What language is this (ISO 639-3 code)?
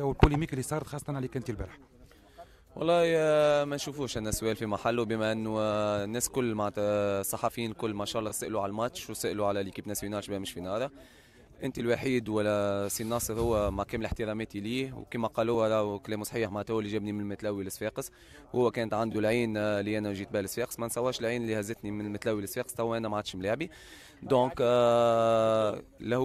aeb